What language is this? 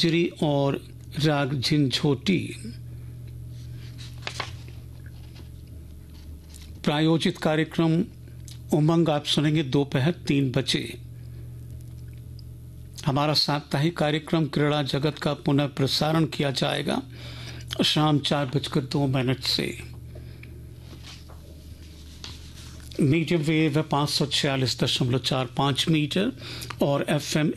Hindi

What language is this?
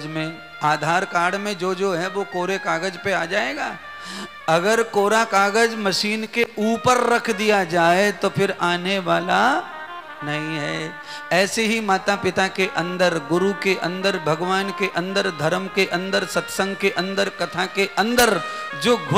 Hindi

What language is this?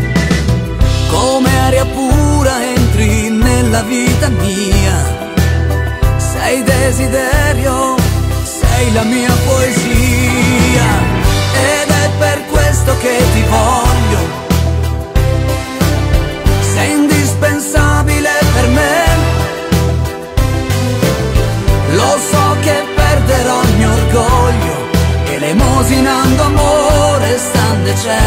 Italian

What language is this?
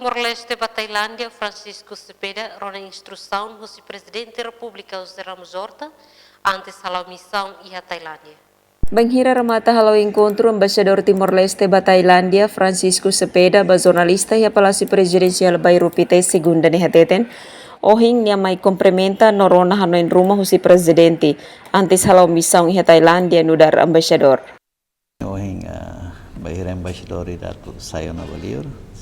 Tetum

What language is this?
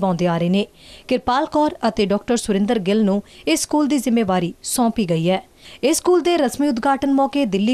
Punjabi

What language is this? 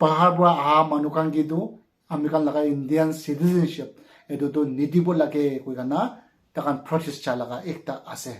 Naga Pidgin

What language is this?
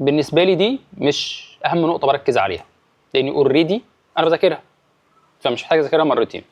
Egyptian Arabic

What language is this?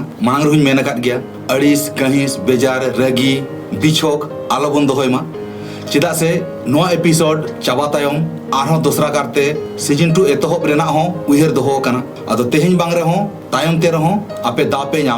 Santali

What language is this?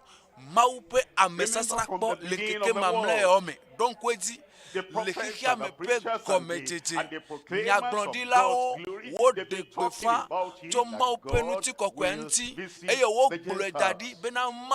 Ewe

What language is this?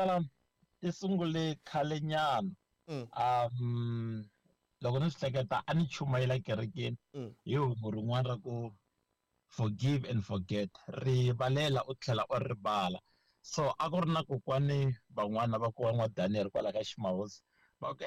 Tsonga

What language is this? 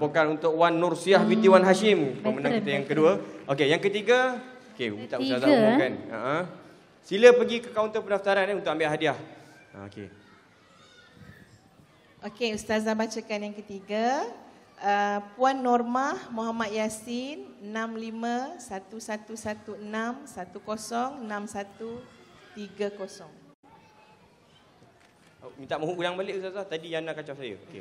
Malay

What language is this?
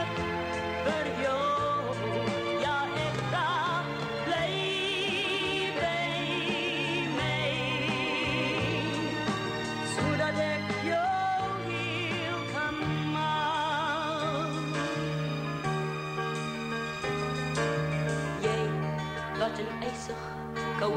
Afrikaans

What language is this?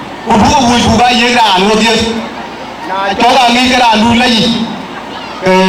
Dinka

